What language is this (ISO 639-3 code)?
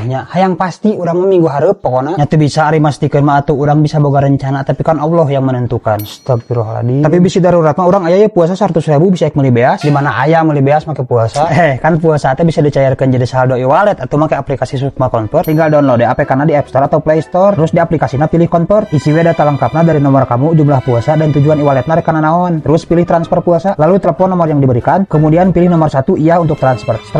sun